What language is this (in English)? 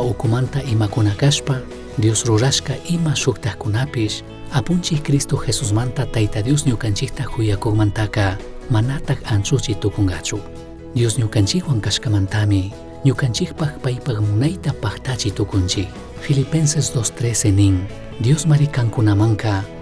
Chimborazo Highland Quichua